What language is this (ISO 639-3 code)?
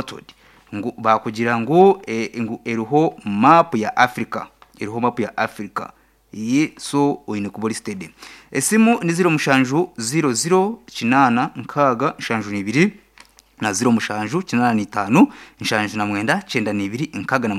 nyn